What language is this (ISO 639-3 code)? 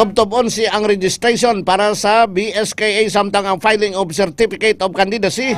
hil